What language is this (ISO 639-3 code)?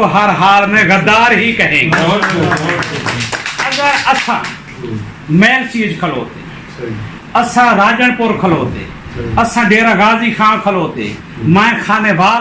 skr